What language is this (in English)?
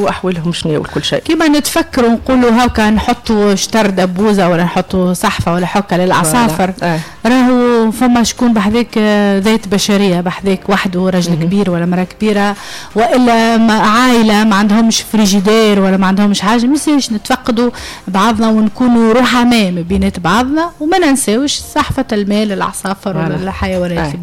Tunisian Arabic